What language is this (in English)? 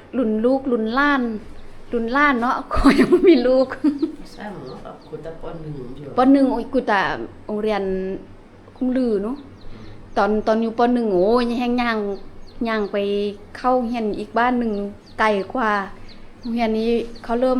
Lao